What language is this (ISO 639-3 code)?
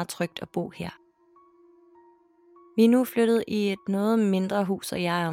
dan